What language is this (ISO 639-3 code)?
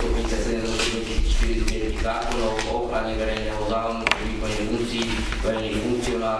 slk